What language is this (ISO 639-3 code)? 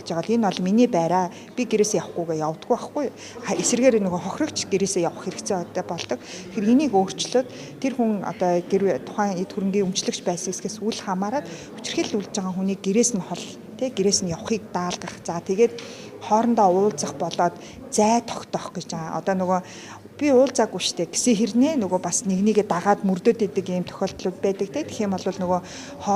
mon